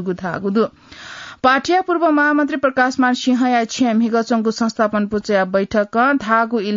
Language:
Newari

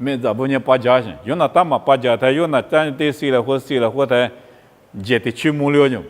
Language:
Lisu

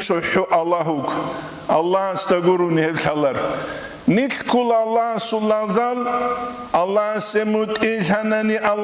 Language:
Avaric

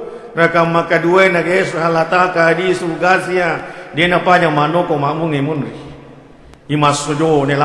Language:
Buginese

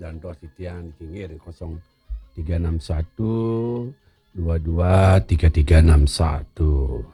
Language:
Balinese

